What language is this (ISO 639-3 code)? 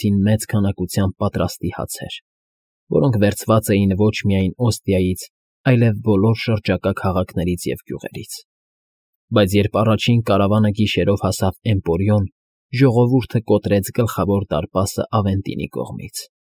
hye